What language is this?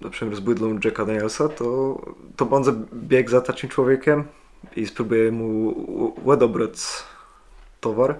Kashubian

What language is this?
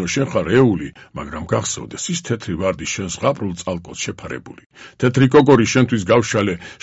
Georgian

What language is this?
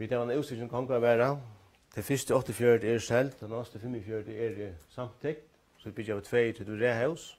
Faroese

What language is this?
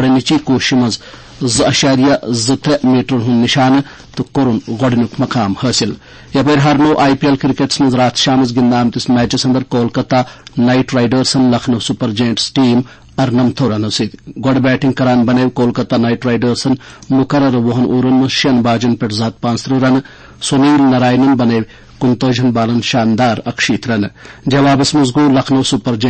Kashmiri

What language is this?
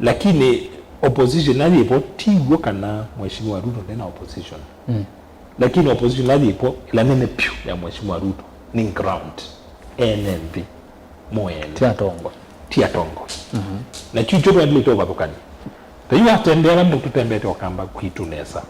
Kamba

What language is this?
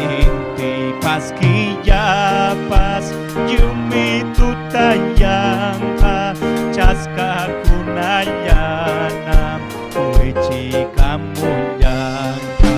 Ayacucho Quechua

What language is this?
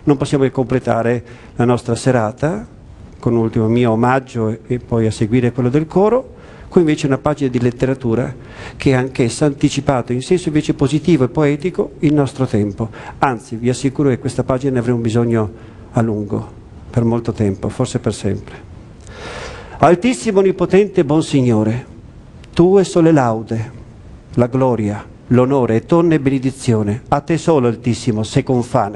Italian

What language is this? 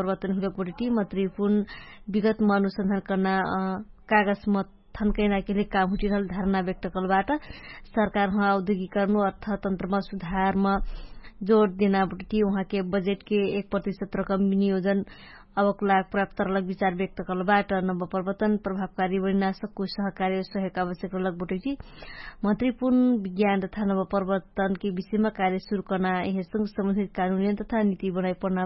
Dangaura Tharu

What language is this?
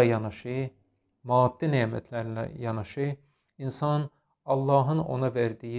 Azerbaijani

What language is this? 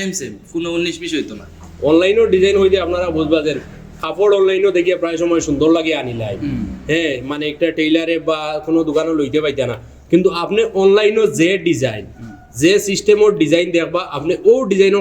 Sylheti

